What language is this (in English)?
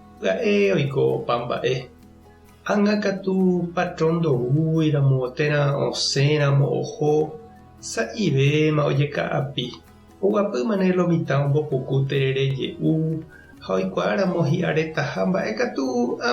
Guarani